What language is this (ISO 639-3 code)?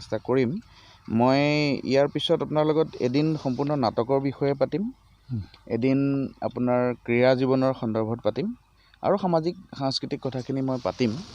asm